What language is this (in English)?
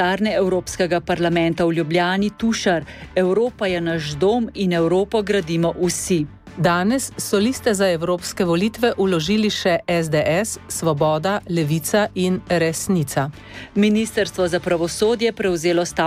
Slovenian